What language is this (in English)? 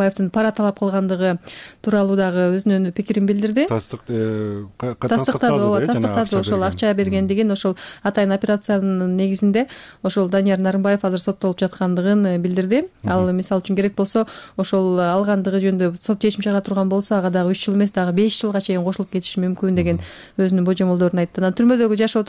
Kyrgyz